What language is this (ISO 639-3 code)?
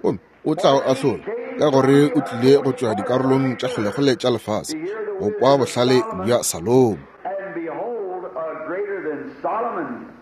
nso